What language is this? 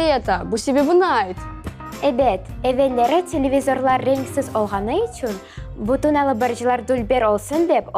Crimean Tatar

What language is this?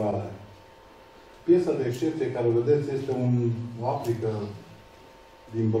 Romanian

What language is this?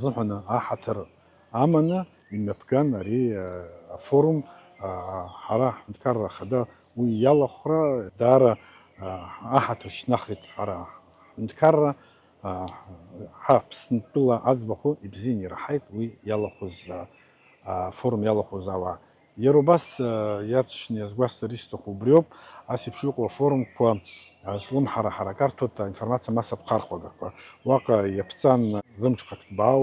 Abkhazian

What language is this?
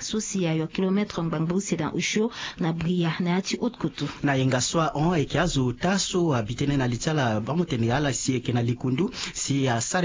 Sango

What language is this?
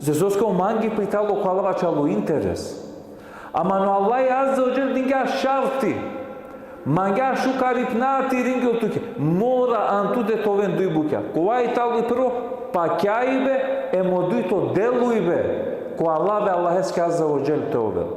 Balkan Romani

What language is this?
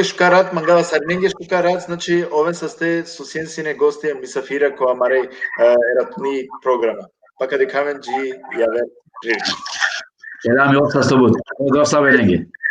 Balkan Romani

